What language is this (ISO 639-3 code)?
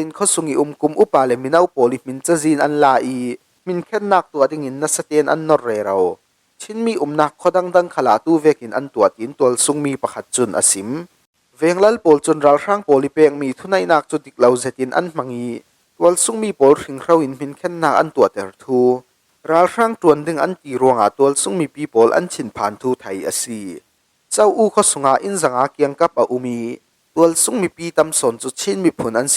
cfm